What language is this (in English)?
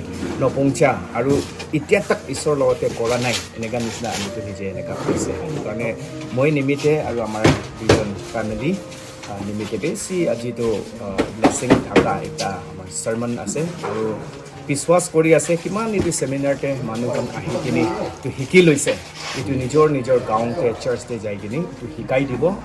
Naga Pidgin